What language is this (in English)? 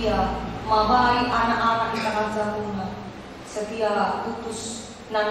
Batak Karo